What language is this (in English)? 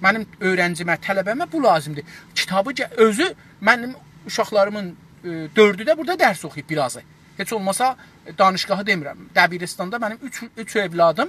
South Azerbaijani